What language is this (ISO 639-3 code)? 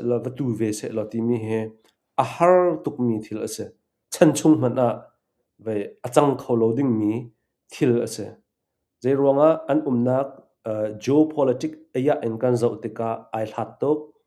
cnh